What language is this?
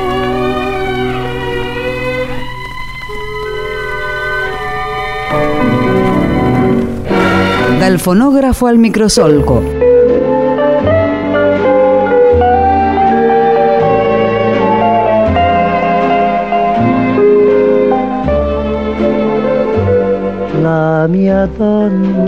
Italian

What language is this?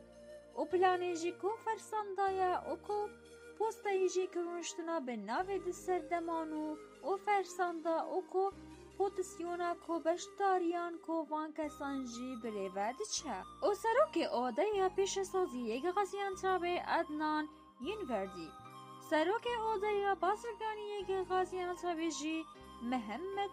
Kurdish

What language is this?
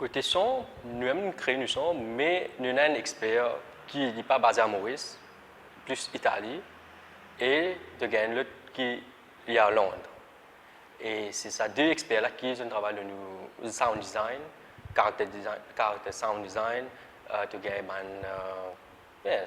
Morisyen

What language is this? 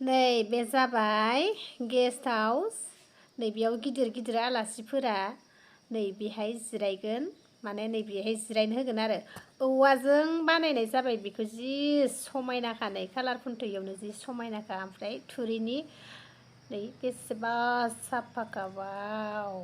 Bodo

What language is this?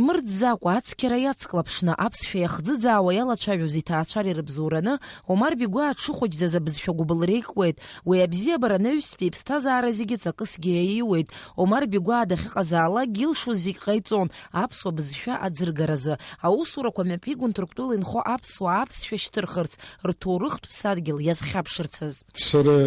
Abkhazian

